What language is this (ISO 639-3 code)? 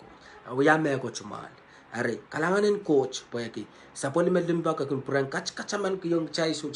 pon